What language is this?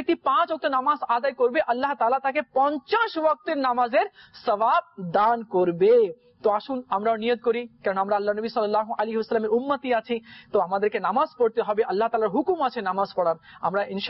Bangla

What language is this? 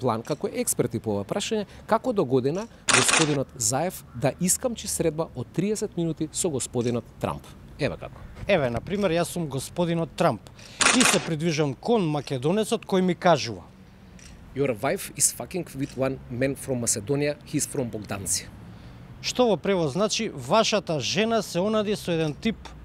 Macedonian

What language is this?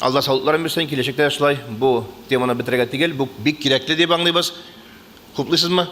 Tatar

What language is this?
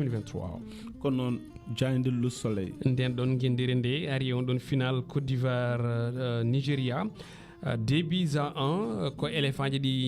Fula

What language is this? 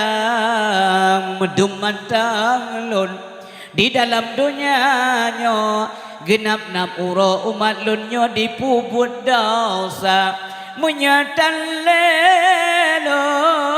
Achinese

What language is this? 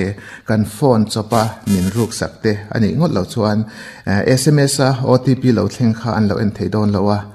Mizo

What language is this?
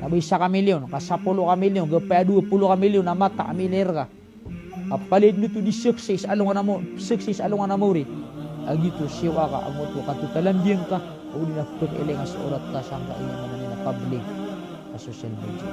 Maranao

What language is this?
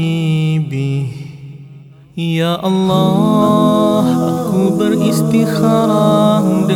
Malay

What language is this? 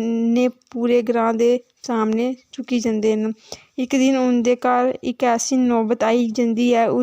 Dogri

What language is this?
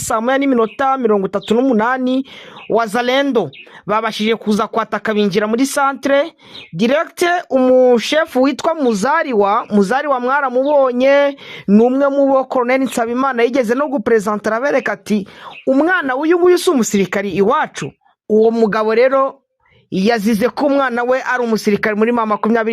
Kinyarwanda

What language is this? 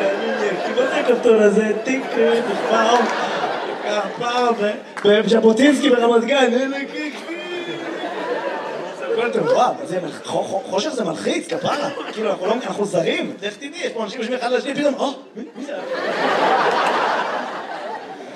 Hebrew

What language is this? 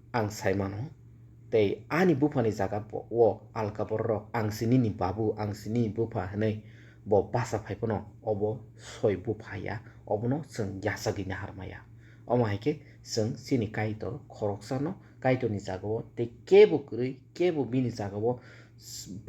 Kok Borok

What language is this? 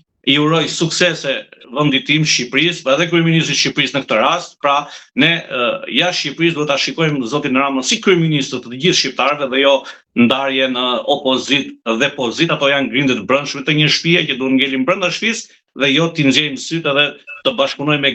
Albanian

